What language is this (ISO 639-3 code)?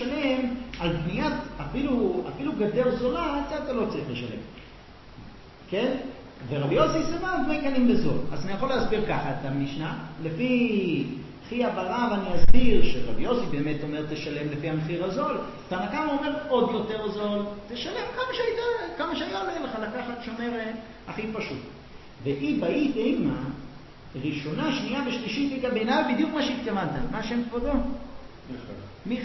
heb